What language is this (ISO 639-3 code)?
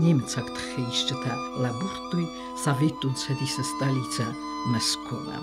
oss